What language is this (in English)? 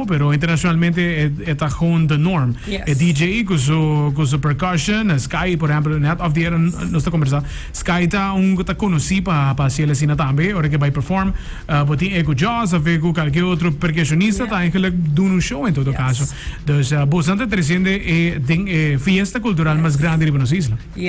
Papiamento